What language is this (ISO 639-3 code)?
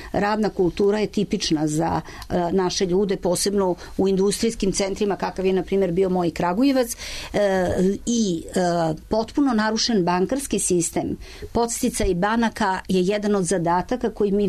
srp